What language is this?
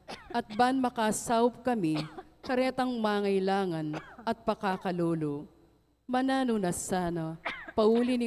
Pampanga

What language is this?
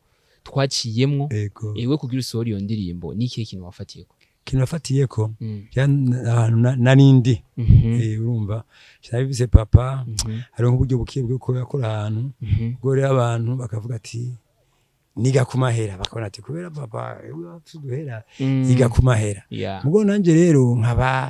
Rundi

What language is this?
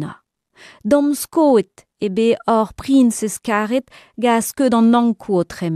Breton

